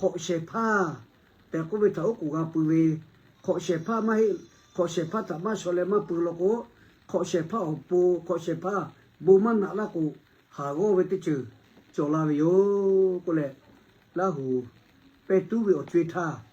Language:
Lahu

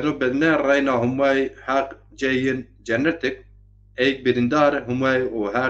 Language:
Zaza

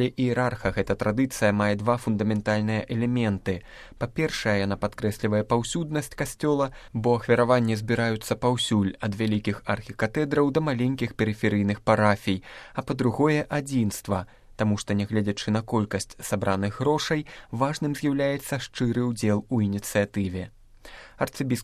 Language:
Belarusian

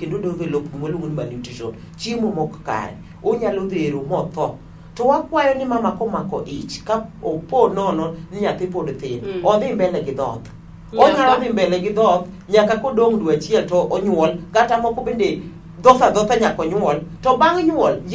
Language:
Luo (Kenya and Tanzania)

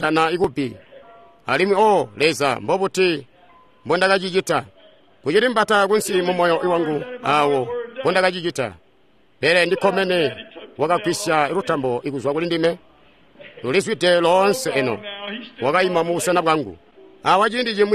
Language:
Tonga (Zambia)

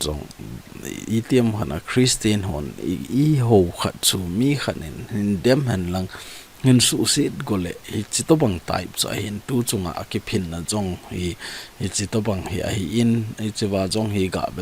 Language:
Thado Chin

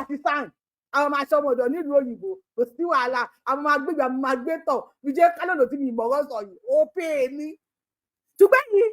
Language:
Yoruba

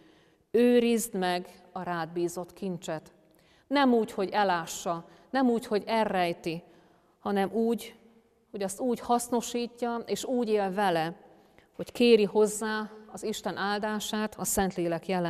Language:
Hungarian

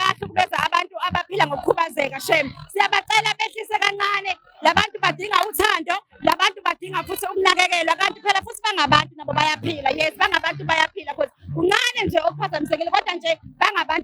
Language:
Zulu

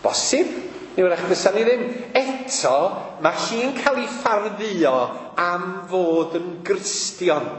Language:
Welsh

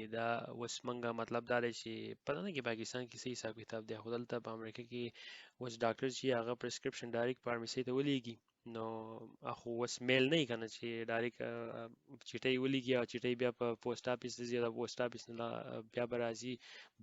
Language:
Pashto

